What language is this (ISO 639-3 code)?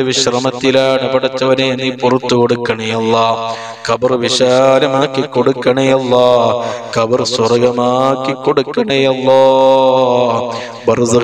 mal